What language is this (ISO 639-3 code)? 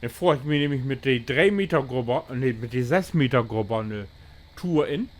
nds